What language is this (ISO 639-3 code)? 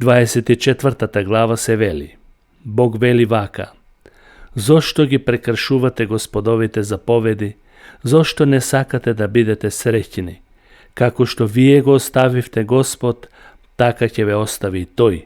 mkd